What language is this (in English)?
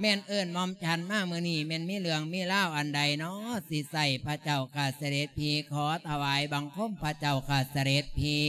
Lao